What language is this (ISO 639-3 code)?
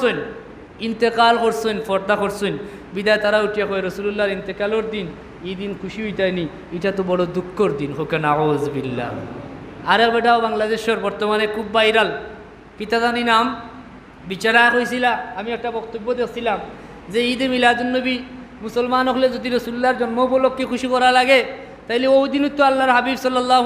syl